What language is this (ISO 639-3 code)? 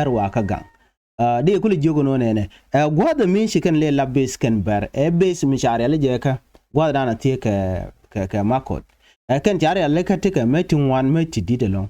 nus